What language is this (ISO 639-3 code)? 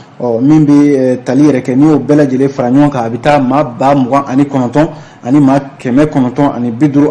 bam